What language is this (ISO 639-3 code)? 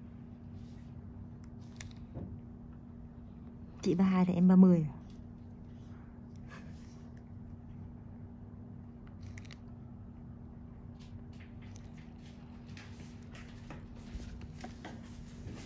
vie